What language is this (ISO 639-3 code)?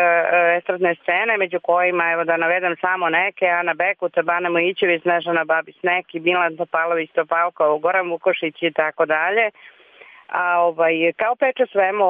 srp